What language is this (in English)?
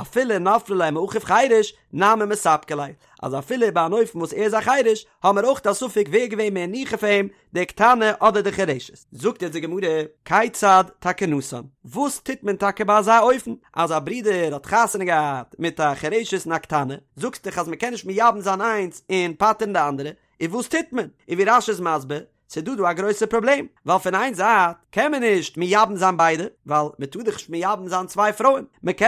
Yiddish